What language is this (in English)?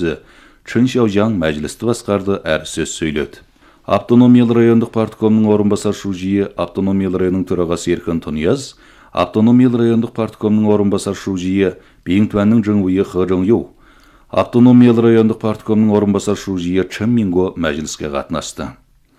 Kazakh